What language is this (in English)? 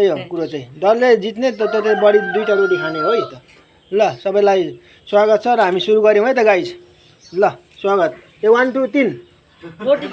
Nepali